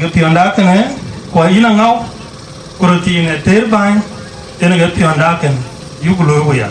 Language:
Dinka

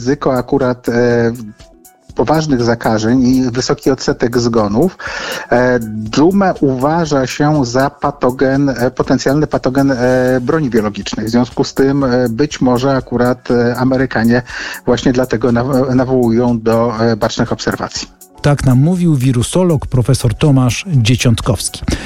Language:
Polish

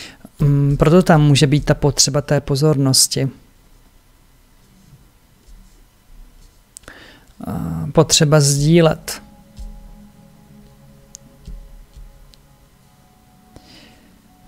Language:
Czech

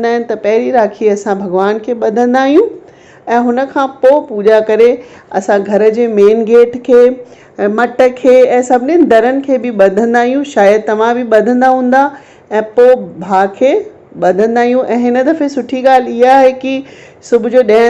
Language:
Sindhi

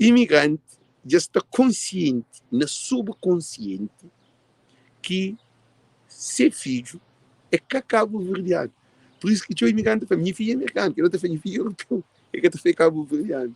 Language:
Kabuverdianu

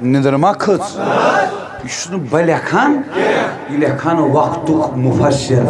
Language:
Kashmiri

